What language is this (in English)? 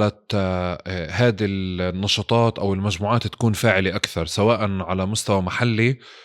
North Levantine Arabic